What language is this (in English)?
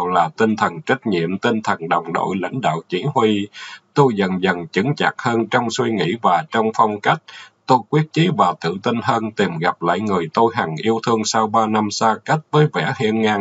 Vietnamese